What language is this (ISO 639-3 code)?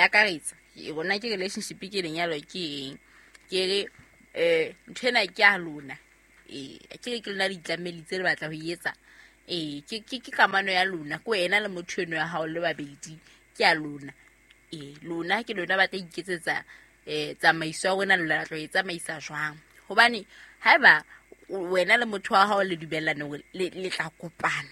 sot